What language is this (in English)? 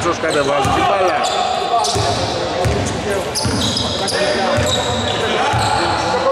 Greek